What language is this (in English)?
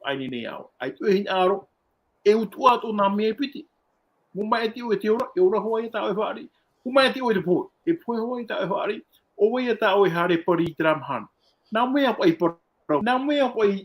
Tahitian